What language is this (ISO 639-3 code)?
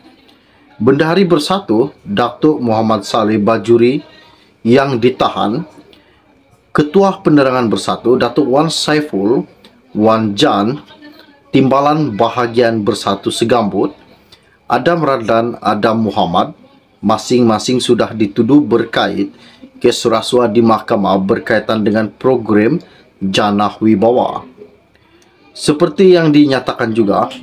msa